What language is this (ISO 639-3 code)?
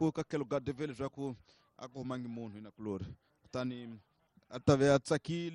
tso